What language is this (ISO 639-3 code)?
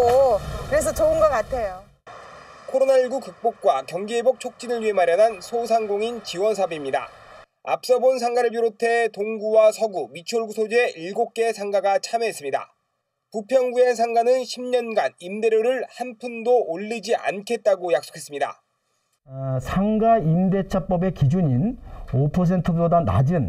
kor